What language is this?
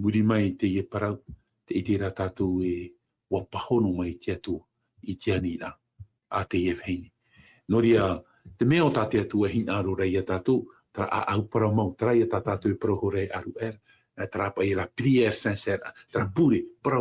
Tahitian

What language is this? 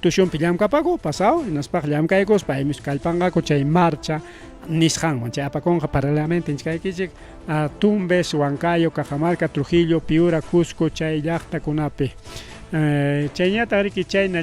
Ayacucho Quechua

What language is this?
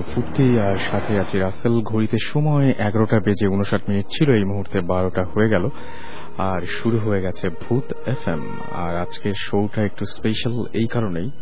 Bangla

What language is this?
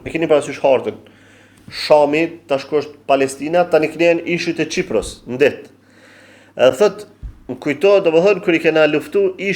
Albanian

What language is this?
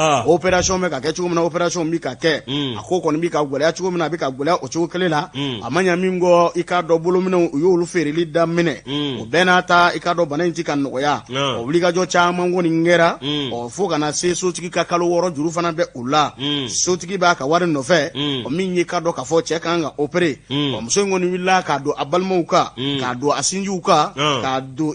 Bambara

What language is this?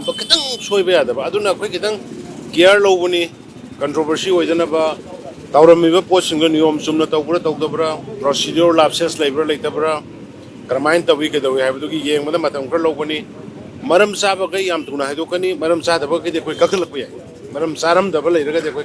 Manipuri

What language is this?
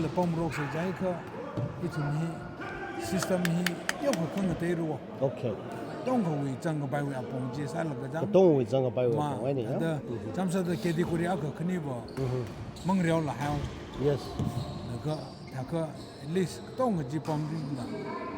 Tangkhul Naga (India)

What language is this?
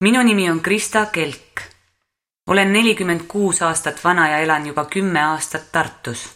Estonian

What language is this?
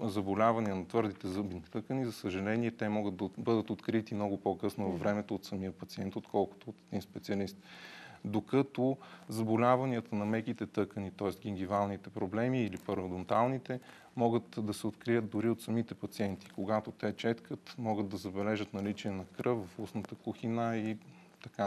Bulgarian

